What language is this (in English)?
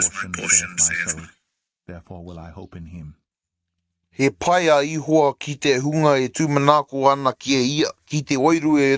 Māori